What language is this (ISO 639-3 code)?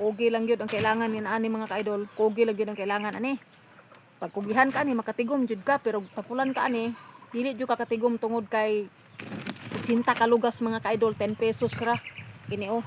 ceb